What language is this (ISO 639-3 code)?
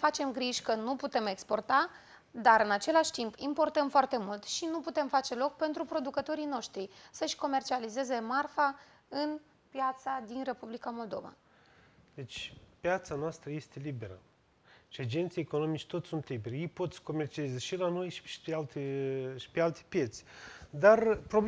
ron